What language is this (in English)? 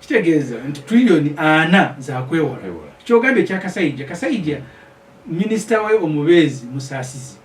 Ganda